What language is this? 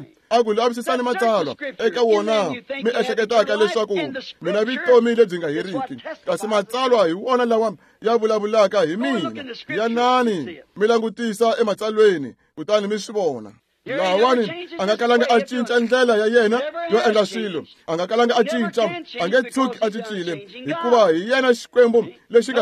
Tsonga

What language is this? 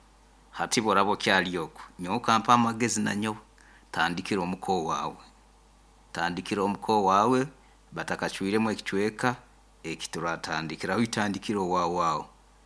Nyankole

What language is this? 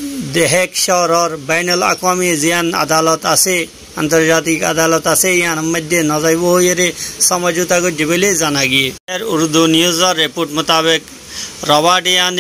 Rohingya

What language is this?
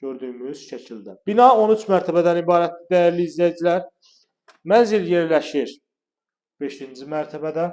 Azerbaijani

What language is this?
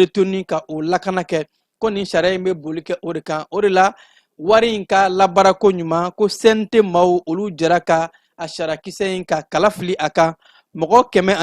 Bambara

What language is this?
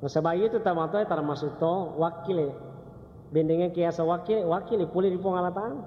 Buginese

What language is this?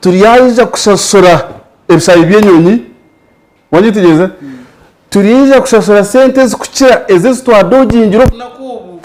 Nyankole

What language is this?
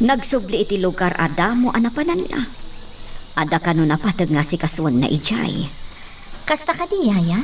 Iloko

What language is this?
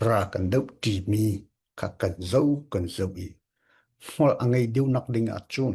Falam Chin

